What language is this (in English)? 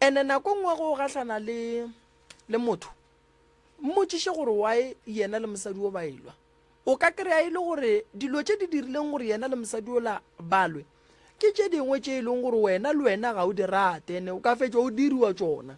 Northern Sotho